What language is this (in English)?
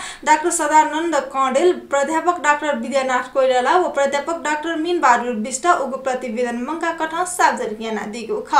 Newari